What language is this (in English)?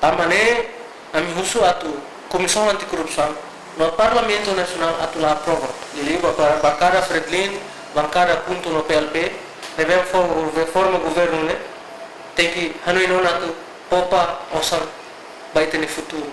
Tetum